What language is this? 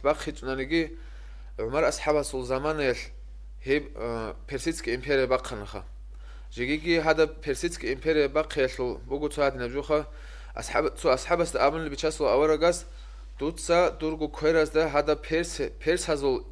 Avaric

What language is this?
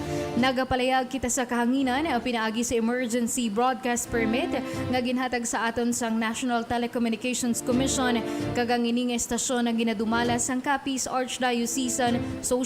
Hiligaynon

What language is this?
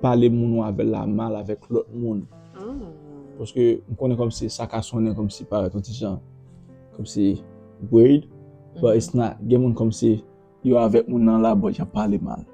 Haitian Creole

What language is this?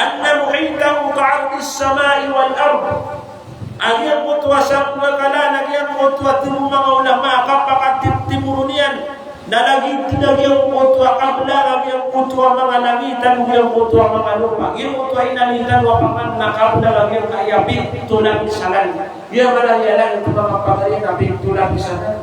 Maranao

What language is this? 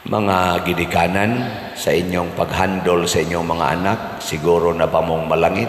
Cebuano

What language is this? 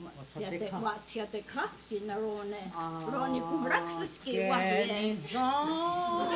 Mohawk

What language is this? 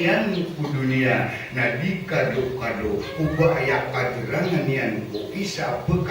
Maranao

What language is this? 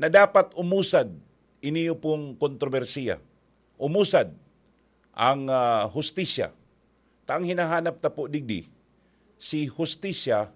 Bikol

